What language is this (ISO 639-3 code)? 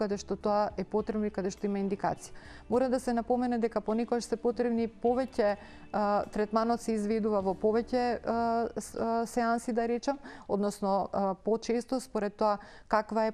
mkd